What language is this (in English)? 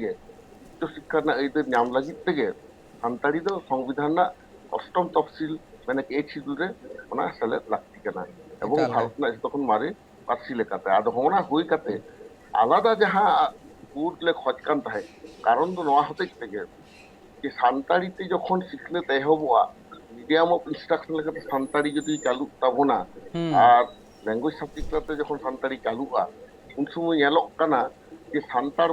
Santali